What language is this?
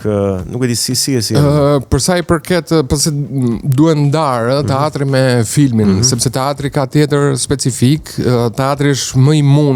Albanian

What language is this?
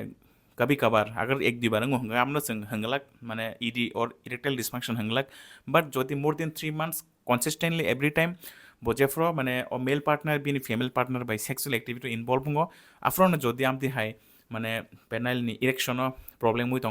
Kok Borok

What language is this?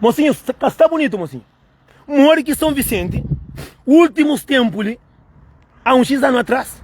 Kabuverdianu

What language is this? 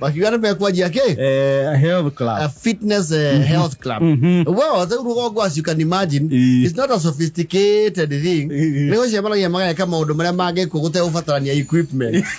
Kikuyu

